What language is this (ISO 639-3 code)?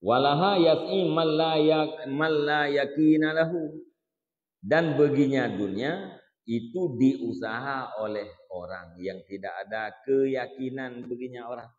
ace